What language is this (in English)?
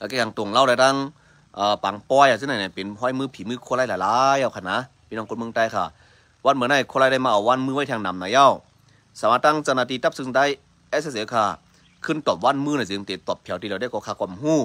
Shan